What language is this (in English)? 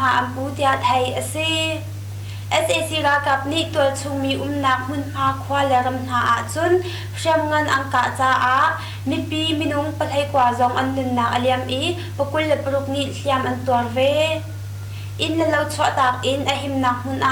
Hakha Chin